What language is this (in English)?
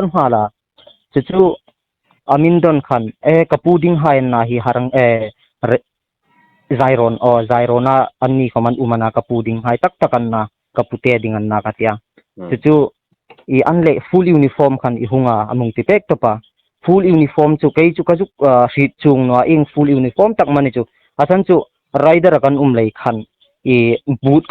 Hmar